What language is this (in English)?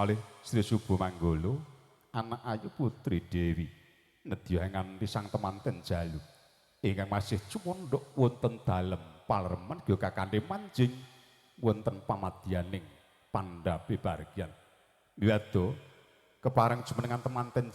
Javanese